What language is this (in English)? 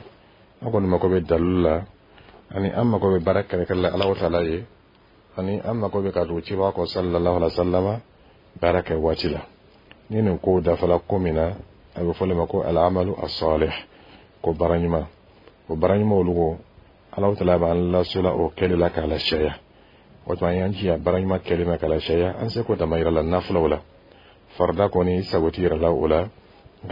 Dyula